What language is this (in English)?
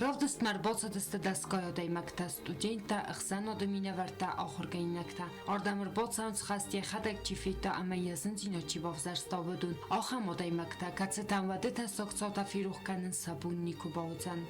Ossetic